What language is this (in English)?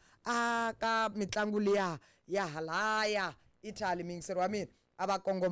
Tsonga